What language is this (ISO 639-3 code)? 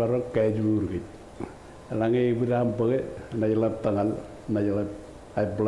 mah